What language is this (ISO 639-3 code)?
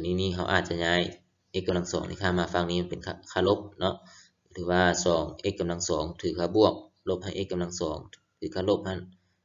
lao